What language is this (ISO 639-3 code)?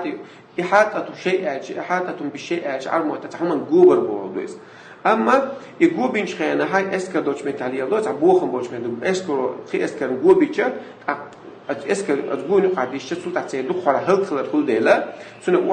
che